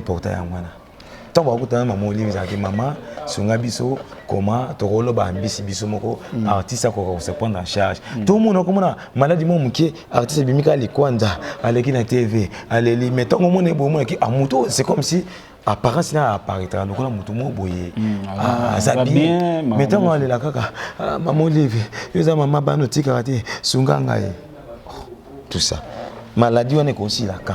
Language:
Lingala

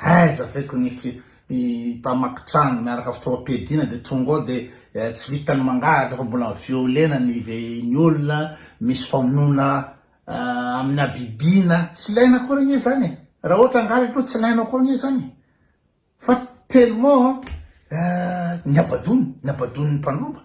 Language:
Malagasy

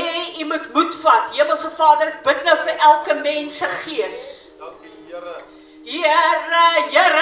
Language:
Afrikaans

